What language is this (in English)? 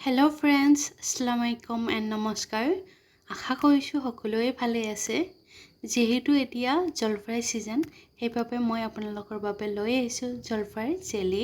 Assamese